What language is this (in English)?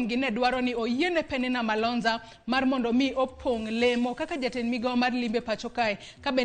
Luo (Kenya and Tanzania)